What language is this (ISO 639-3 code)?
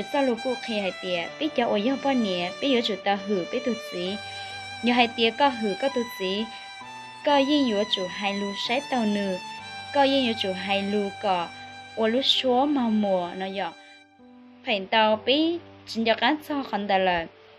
hmn